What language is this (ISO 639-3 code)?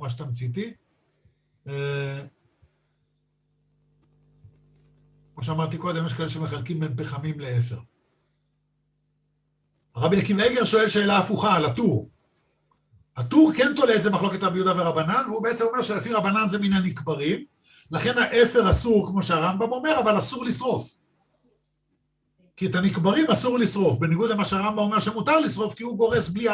heb